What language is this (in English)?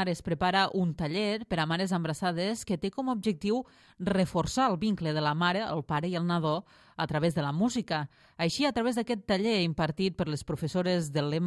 Catalan